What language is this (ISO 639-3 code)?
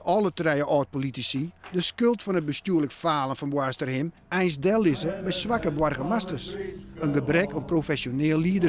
fry